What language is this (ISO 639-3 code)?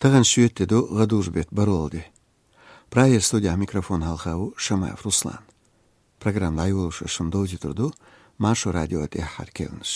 che